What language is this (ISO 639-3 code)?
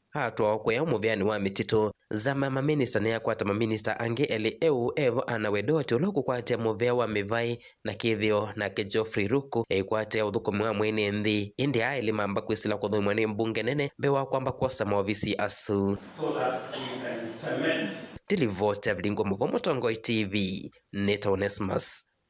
kam